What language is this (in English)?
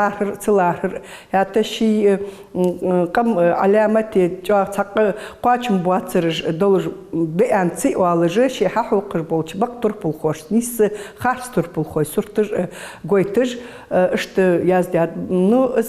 Ingush